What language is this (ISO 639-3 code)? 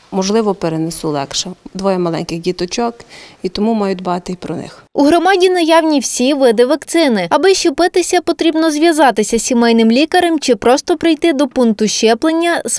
ukr